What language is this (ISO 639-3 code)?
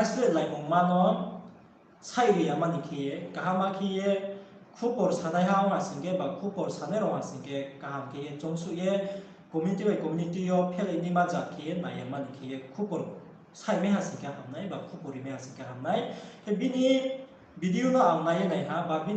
ria